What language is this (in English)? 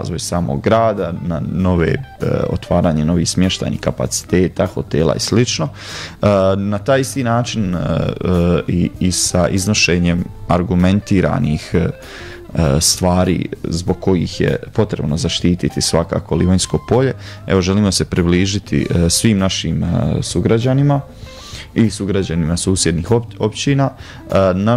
Croatian